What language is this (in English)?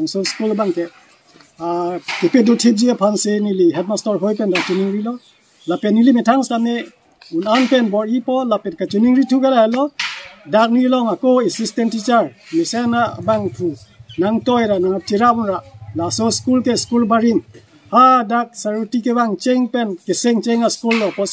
Karbi